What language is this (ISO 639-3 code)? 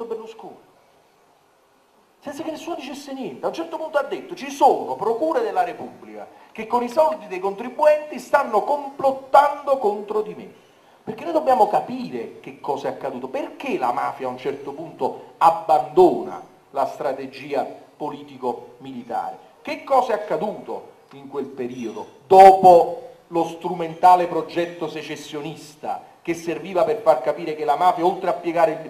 ita